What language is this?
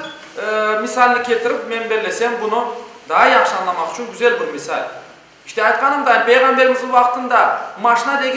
Crimean Tatar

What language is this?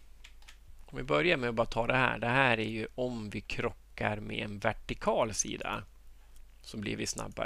Swedish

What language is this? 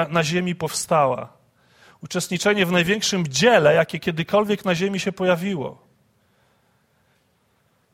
Polish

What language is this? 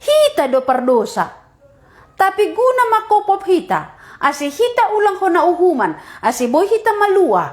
Batak Simalungun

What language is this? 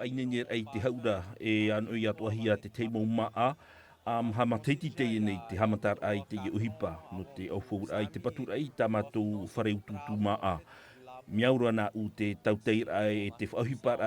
Tahitian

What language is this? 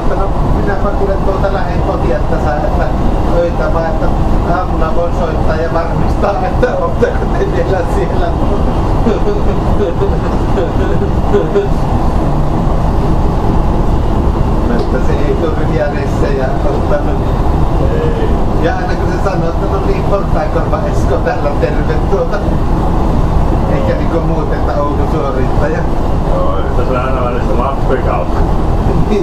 Finnish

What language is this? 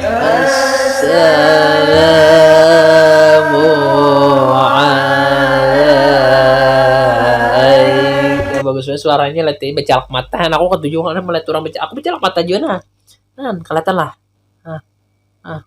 Banjar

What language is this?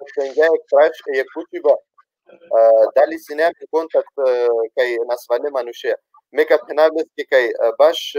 Balkan Romani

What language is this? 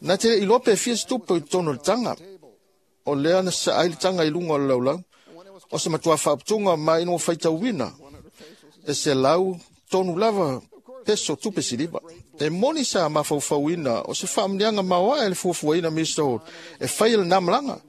Samoan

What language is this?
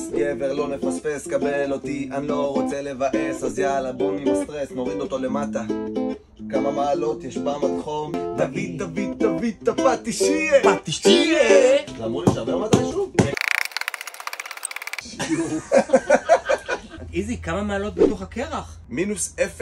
Hebrew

